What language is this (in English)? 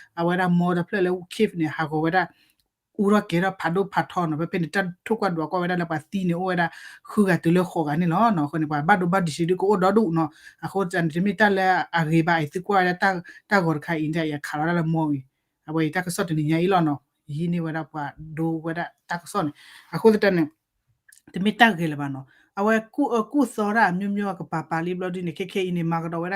S'gaw Karen